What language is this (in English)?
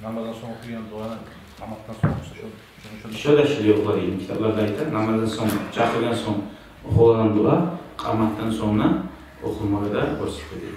Kumyk